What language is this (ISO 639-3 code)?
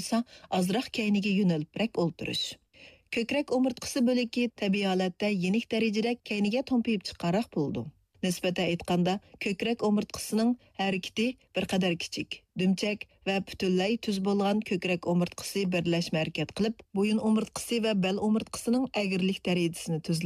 uig